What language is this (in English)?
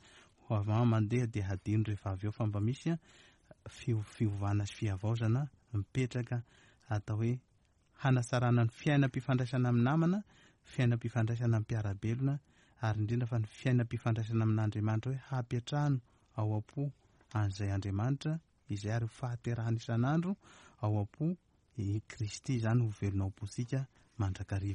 Malagasy